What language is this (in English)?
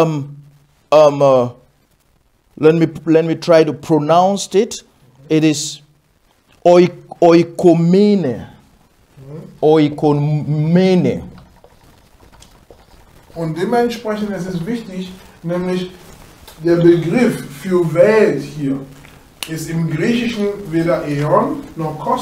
German